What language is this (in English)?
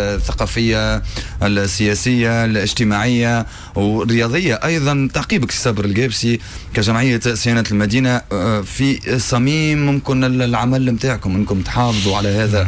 Tunisian Arabic